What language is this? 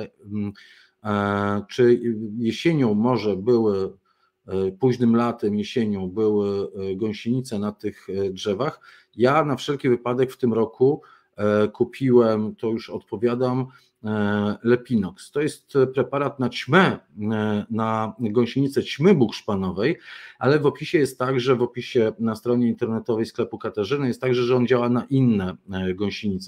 Polish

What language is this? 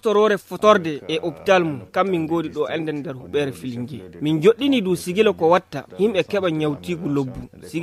Fula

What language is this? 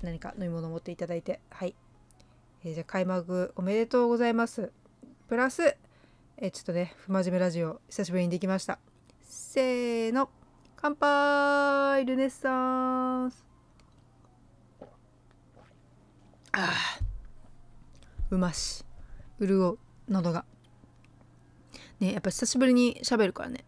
Japanese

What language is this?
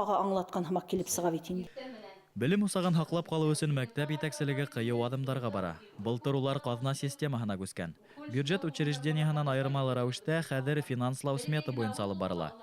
Bashkir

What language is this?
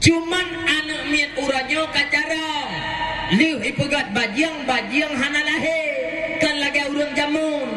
Achinese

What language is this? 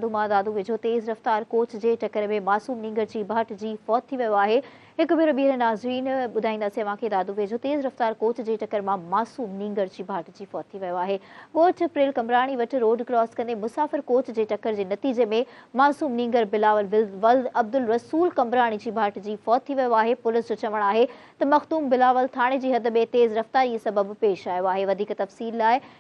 Sindhi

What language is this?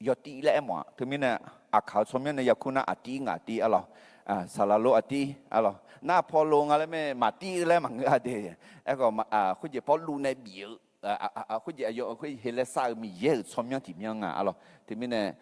Akha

